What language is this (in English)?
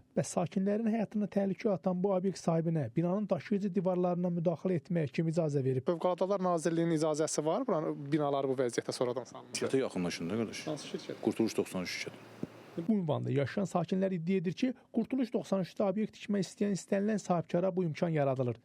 Azerbaijani